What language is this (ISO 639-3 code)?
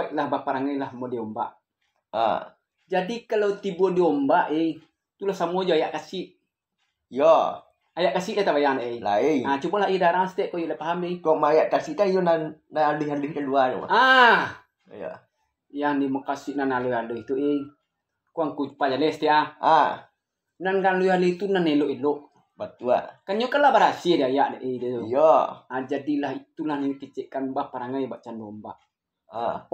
min